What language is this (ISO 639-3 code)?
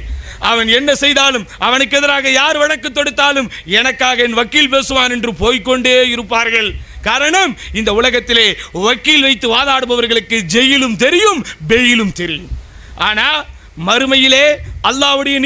tam